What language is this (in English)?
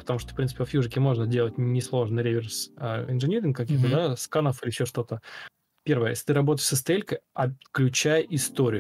Russian